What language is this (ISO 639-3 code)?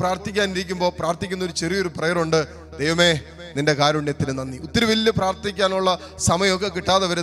mal